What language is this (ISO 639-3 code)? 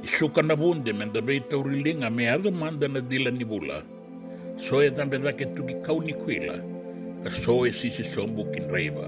fij